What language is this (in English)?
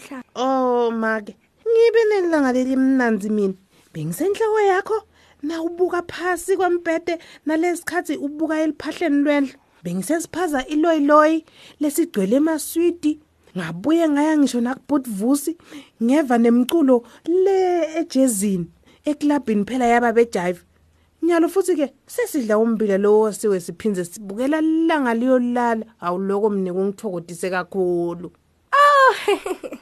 Swati